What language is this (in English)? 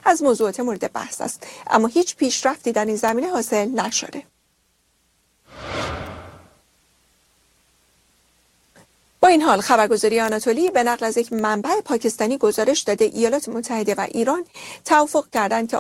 Persian